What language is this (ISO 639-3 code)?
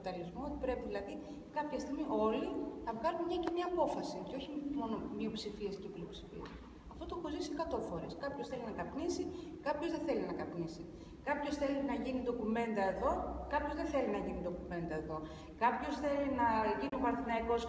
ell